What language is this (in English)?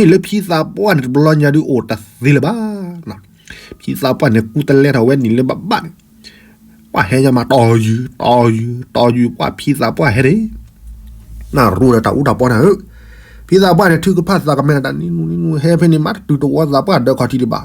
S'gaw Karen